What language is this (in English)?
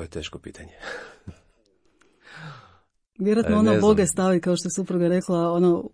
Croatian